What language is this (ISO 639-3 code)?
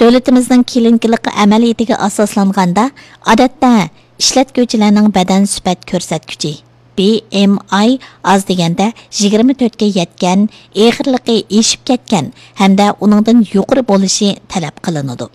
uig